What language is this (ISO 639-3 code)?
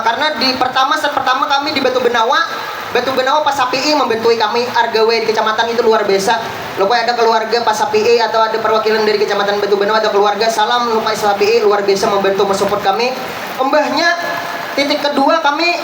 bjn